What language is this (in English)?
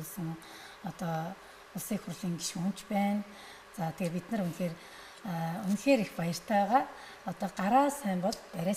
Mongolian